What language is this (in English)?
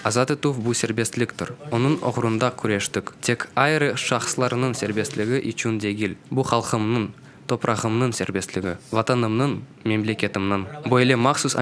Crimean Tatar